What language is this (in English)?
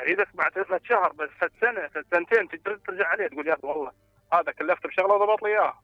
Mesopotamian Arabic